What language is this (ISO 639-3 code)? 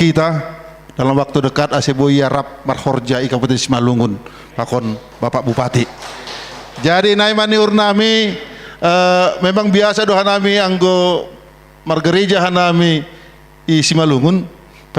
bts